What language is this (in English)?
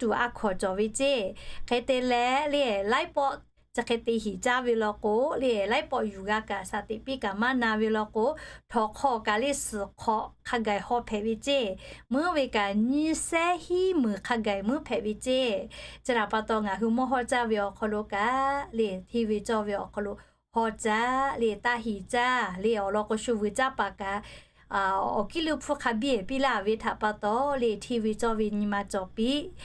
Lahu